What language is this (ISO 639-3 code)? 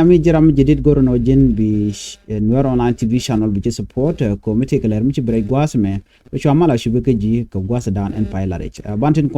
nus